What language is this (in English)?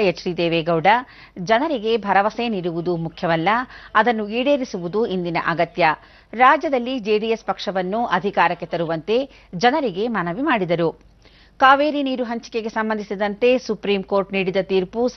Kannada